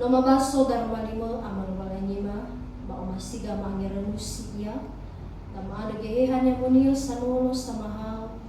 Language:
Nias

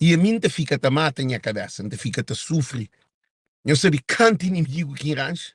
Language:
Kabuverdianu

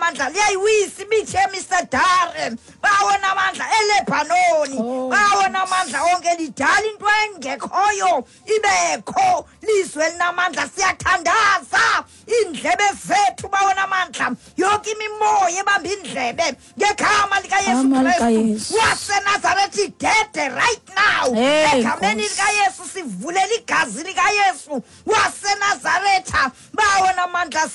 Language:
Xhosa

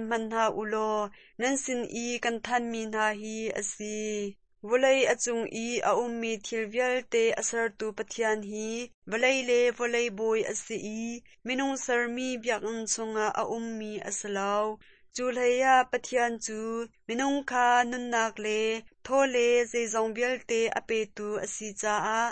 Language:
Hakha Chin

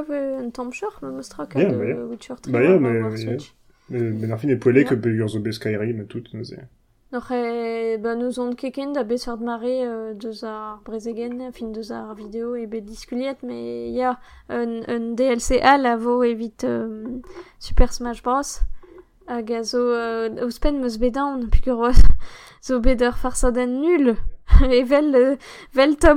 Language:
Breton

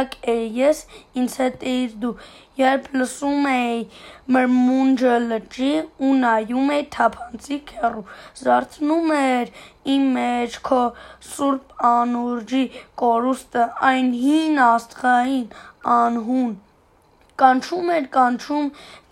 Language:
Armenian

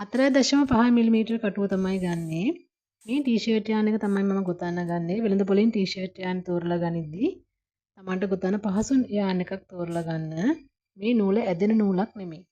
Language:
Sinhala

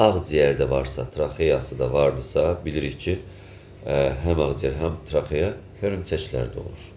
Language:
Azerbaijani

